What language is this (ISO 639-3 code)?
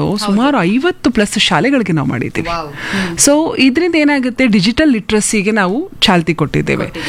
kan